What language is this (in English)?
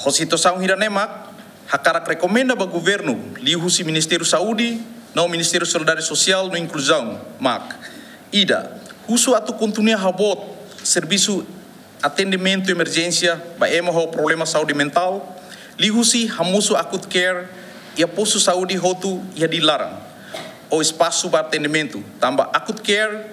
Tetum